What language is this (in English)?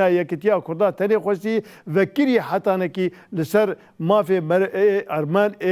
Kurdish